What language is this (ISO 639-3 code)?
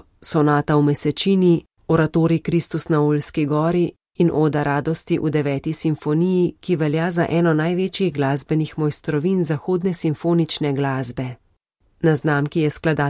slv